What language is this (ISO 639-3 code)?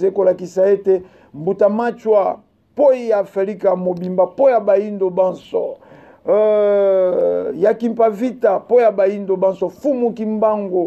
lin